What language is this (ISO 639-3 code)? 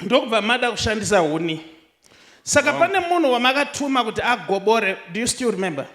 sna